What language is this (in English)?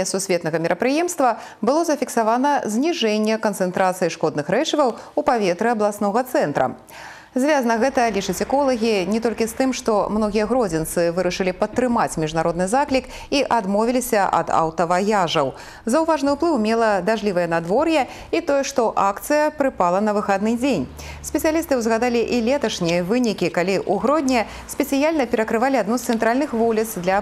Belarusian